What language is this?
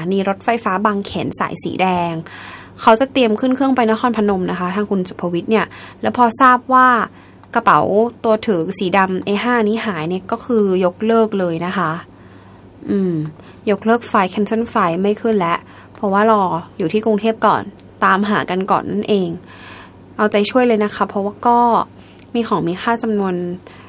Thai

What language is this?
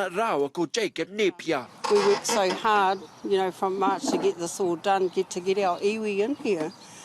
Māori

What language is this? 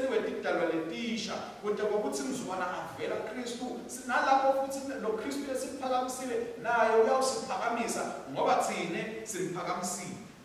Swati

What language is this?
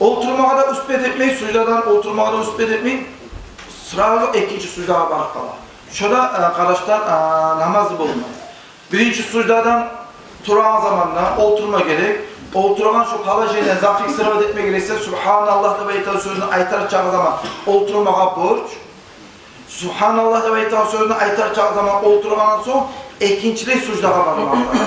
Kumyk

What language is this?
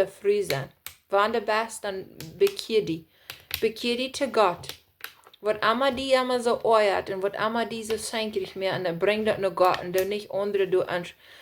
Plautdietsch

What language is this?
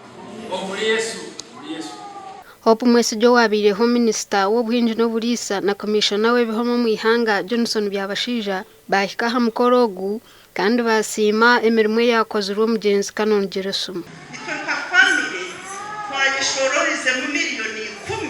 Nyankole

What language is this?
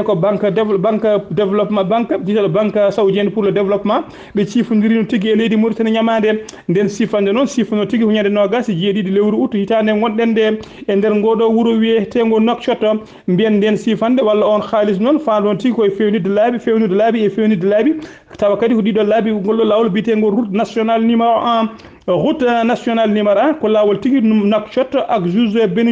Fula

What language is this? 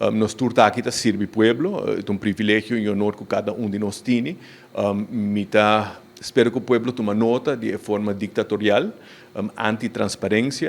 Papiamento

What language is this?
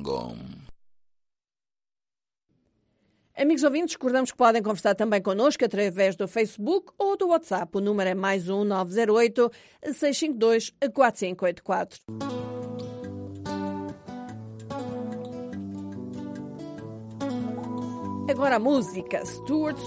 Portuguese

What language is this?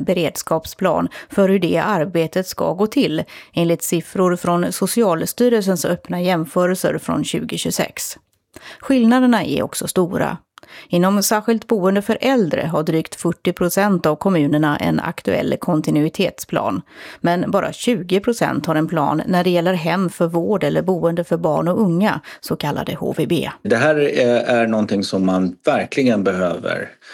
Swedish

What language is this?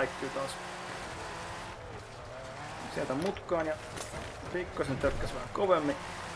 Finnish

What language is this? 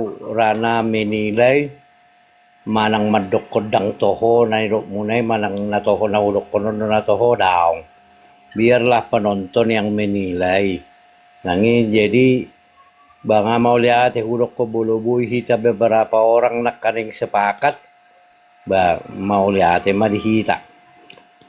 Batak Toba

